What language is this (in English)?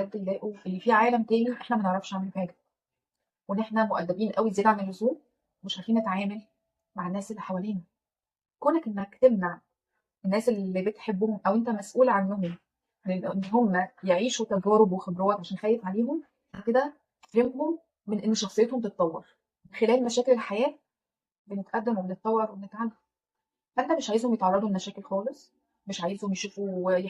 Egyptian Arabic